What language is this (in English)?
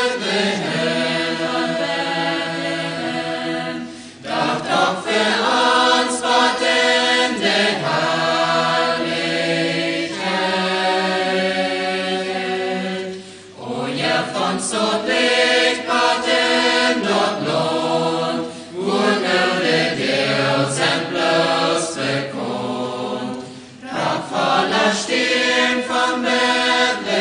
Plautdietsch